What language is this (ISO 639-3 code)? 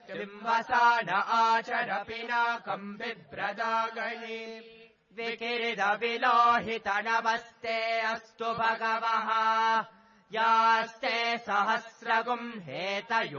san